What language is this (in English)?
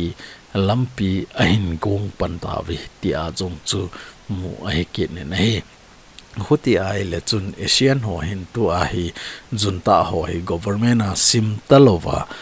Thado Chin